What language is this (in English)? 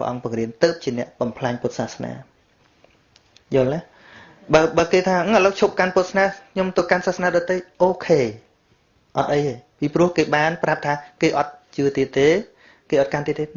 Khmer